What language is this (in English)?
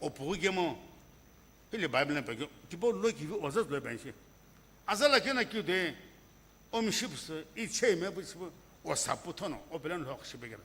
Sumi Naga